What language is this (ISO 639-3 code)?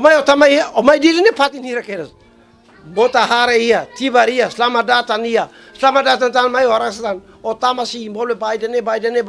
tet